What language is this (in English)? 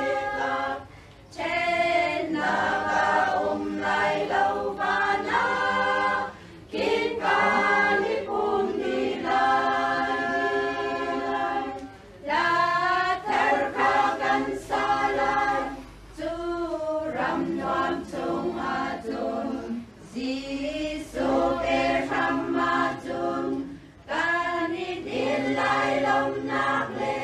Hakha Chin